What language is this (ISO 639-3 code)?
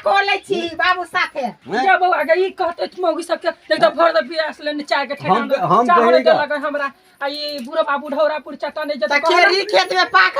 mai